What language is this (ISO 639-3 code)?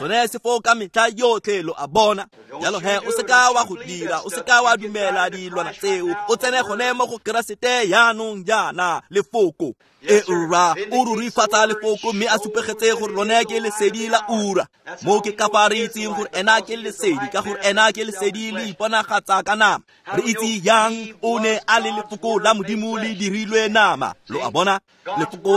tsn